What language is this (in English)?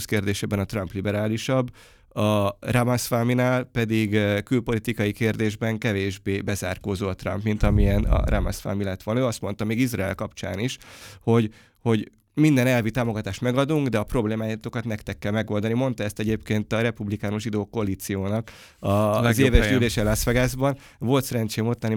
Hungarian